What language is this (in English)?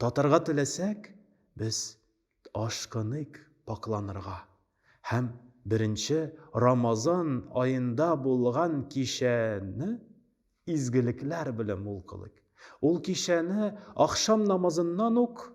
Tatar